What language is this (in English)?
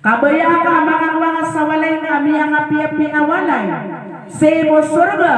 Maranao